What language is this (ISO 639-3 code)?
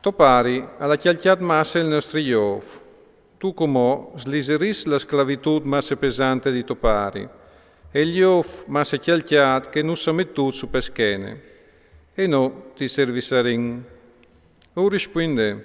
fur